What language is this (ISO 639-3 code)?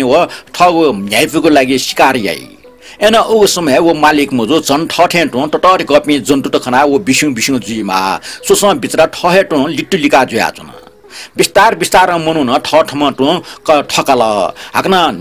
new